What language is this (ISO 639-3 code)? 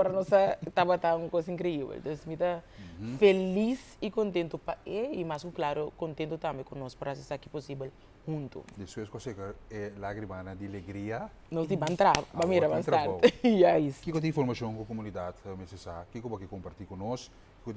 pap